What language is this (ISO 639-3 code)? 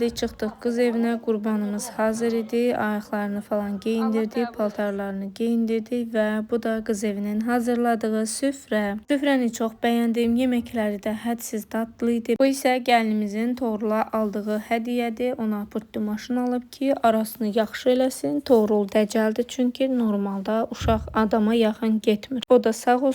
aze